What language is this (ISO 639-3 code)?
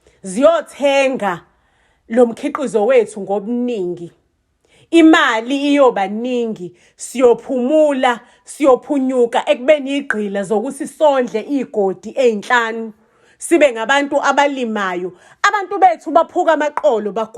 zul